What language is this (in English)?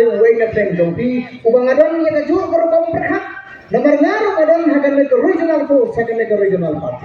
Khasi